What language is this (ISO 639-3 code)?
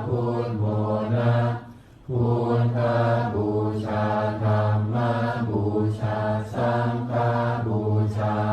pli